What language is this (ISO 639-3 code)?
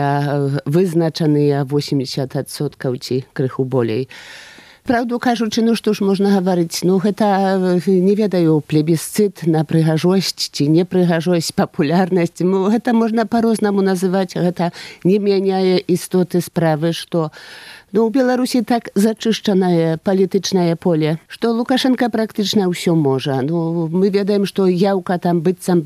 bel